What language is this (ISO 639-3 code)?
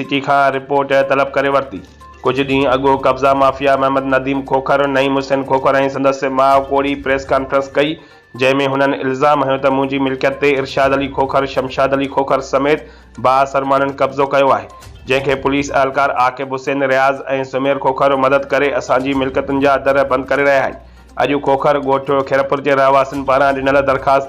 snd